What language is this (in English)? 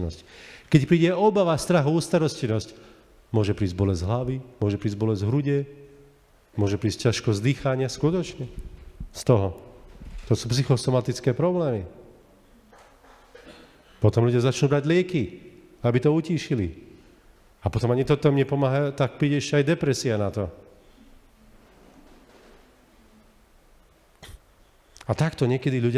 Slovak